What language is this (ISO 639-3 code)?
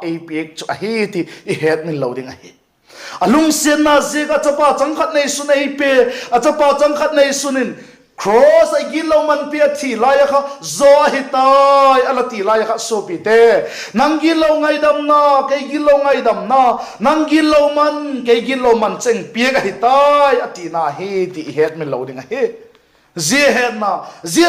vap